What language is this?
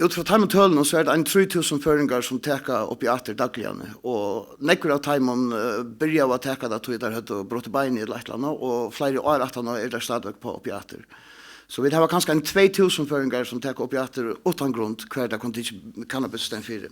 Faroese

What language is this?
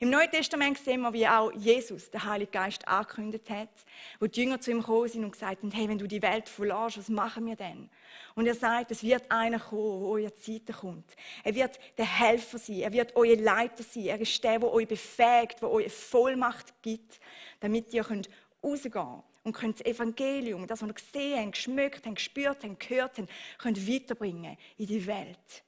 Swiss German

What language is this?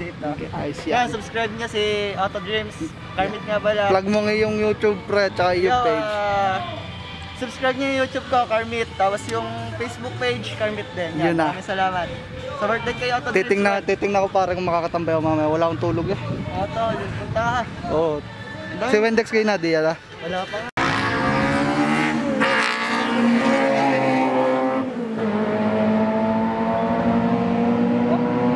Filipino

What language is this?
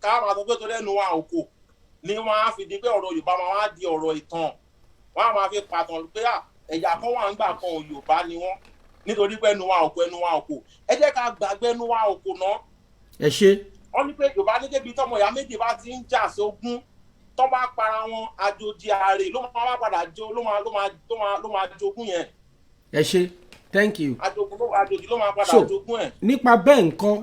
Yoruba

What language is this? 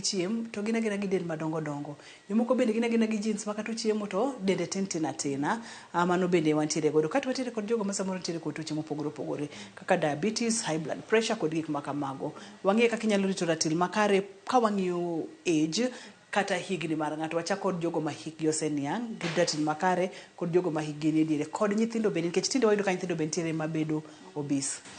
Luo (Kenya and Tanzania)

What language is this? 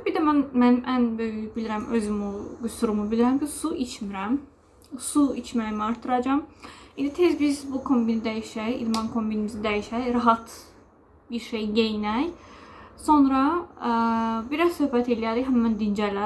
Azerbaijani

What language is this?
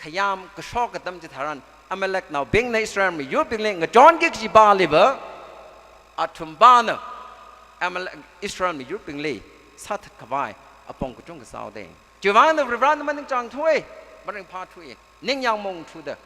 Tangkhul Naga (India)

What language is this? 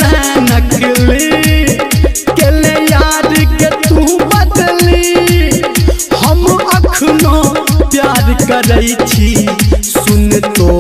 Maithili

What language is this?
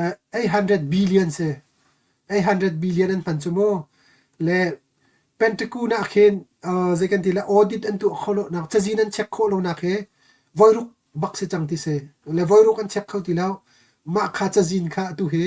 Hakha Chin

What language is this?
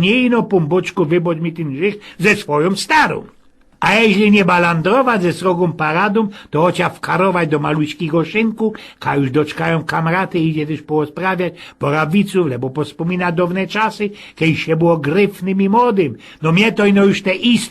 Silesian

